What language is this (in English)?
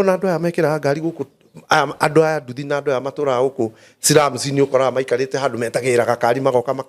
Kikuyu